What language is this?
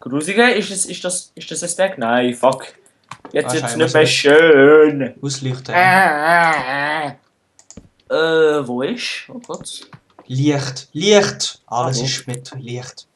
Swiss German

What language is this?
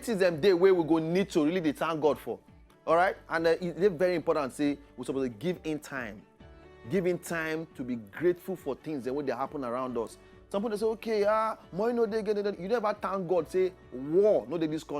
Nigerian Pidgin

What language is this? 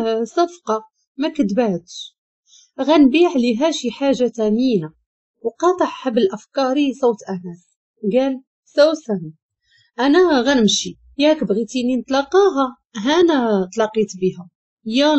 Moroccan Arabic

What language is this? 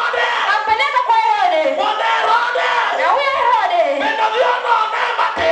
Luo (Kenya and Tanzania)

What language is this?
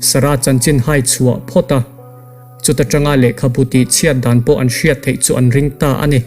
Mizo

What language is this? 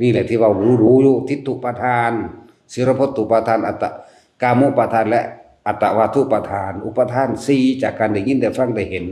Northeastern Thai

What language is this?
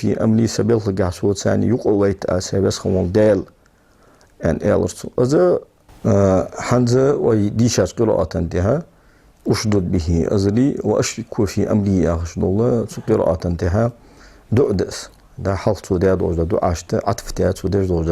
Ingush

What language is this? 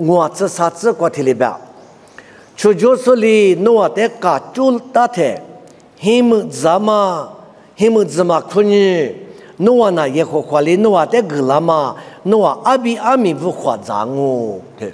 Lisu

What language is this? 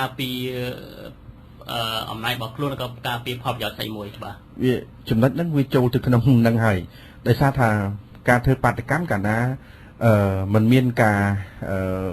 Khmer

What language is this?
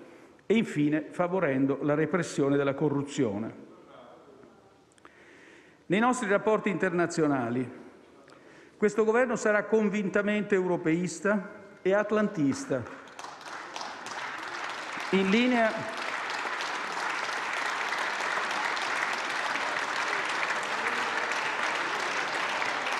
Italian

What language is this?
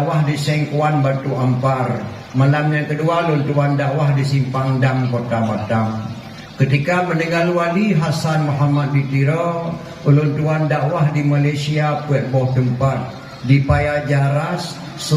Achinese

